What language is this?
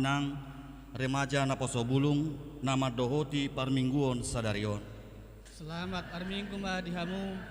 Batak Toba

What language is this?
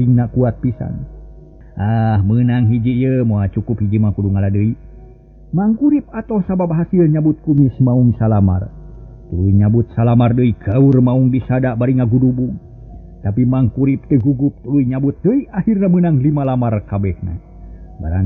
Sundanese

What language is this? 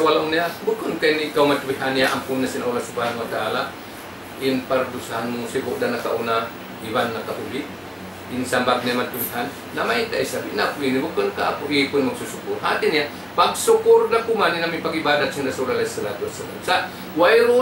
Tausug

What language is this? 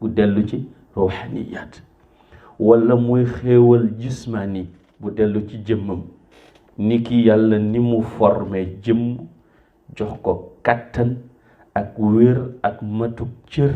Wolof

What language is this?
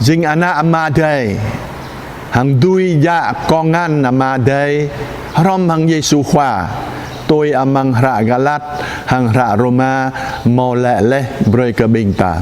Jarai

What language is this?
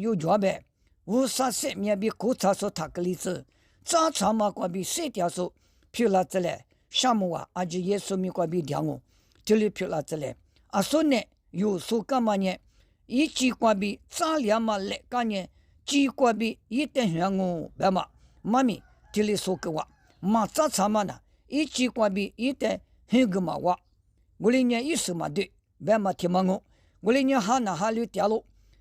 Lisu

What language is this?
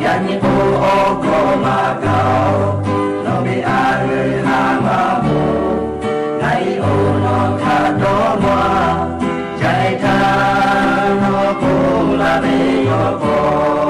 Lahu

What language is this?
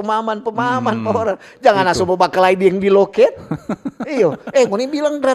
Manado Malay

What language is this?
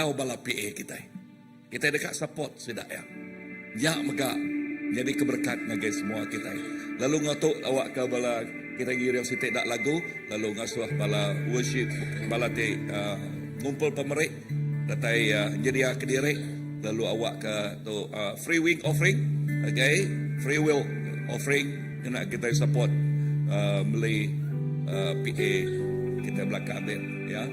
Iban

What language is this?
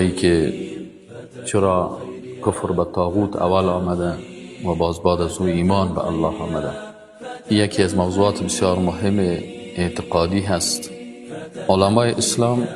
Persian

